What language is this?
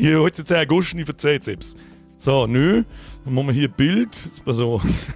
Bavarian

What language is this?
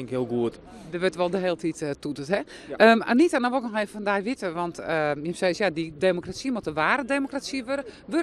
Western Frisian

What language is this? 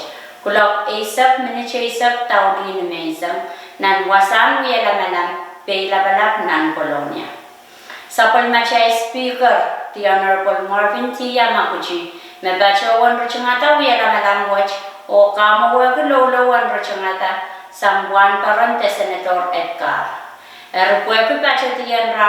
Pohnpeian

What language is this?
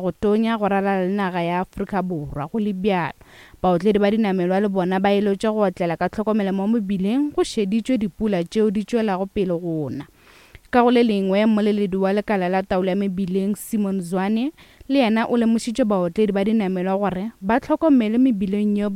Northern Sotho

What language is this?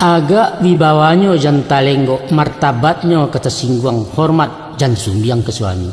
Minangkabau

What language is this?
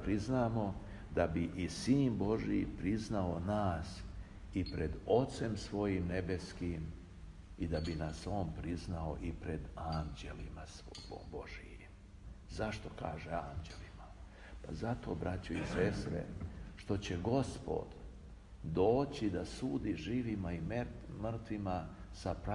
Serbian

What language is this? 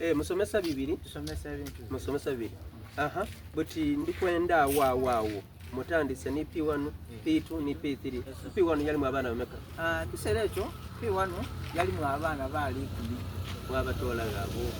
Soga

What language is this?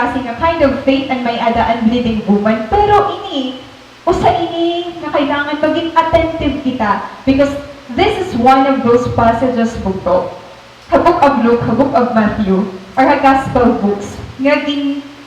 Waray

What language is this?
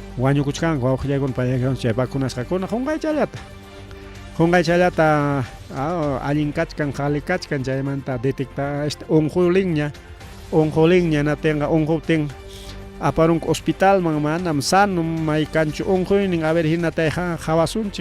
Ayacucho Quechua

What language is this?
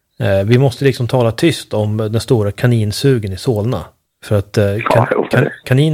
Swedish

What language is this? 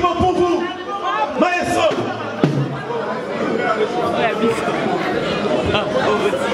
French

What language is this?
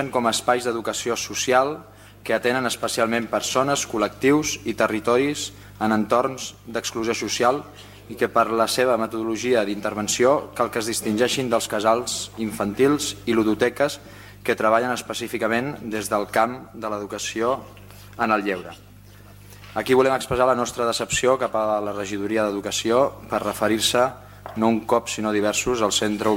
Catalan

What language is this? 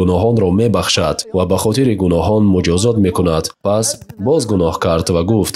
Tajik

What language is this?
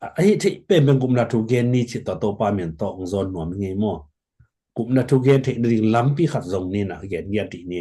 Tedim Chin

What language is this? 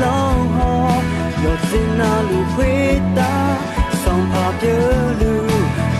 Akha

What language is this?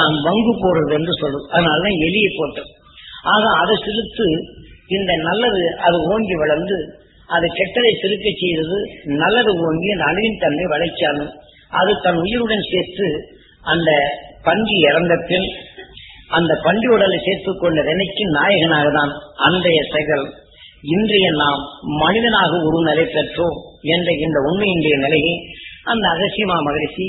Tamil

